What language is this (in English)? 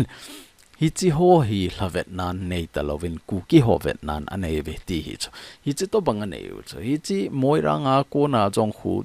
Thado Chin